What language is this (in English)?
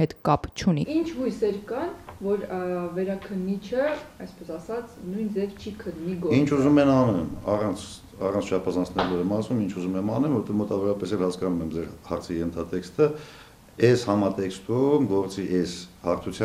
Armenian